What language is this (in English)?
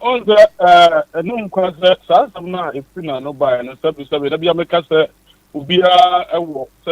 Akan